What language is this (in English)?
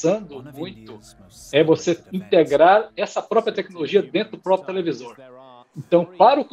Portuguese